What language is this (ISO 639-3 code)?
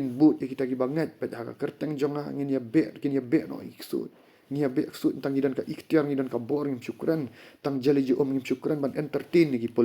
kha